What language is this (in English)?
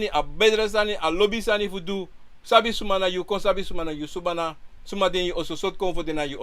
Sranan Tongo